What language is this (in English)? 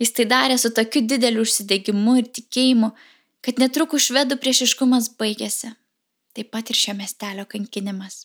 Lithuanian